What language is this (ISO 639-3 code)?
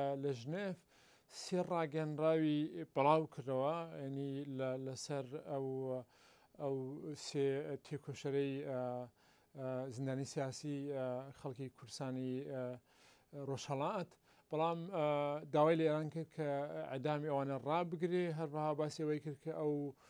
ckb